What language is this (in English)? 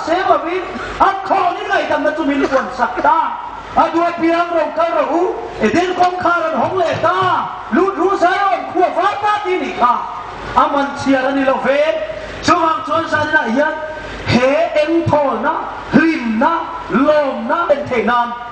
Hmar